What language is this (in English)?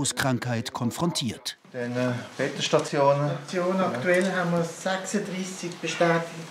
Swiss German